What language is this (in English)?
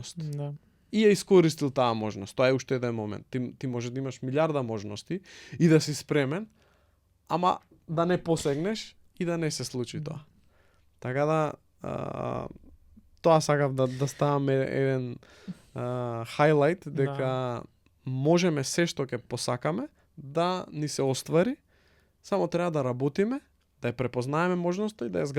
Macedonian